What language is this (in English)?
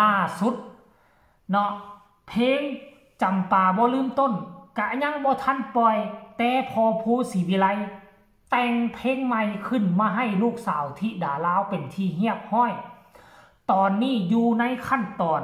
Northeastern Thai